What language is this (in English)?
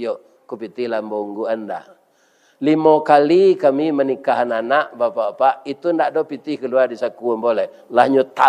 Minangkabau